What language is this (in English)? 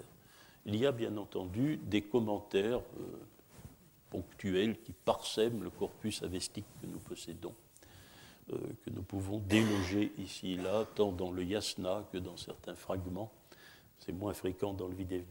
French